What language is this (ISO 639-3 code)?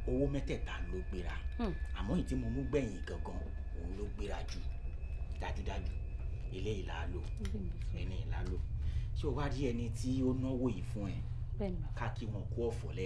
yor